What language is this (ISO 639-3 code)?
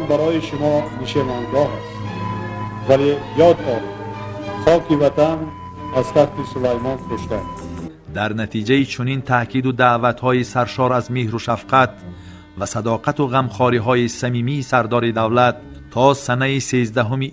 tgk